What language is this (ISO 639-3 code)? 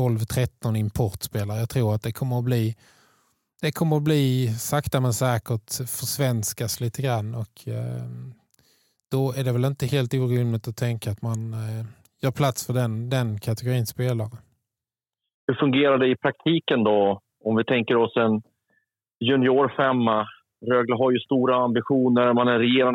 swe